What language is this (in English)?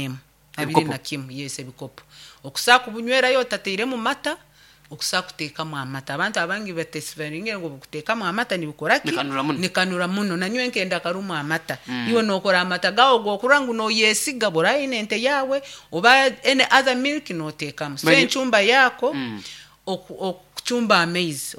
Nyankole